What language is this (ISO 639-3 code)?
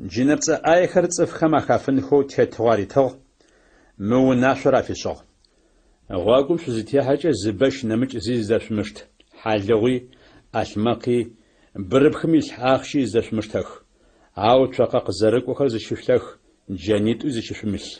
ady